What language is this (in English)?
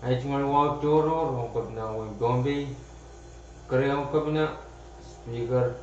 Pohnpeian